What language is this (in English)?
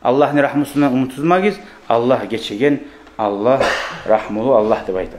Kumyk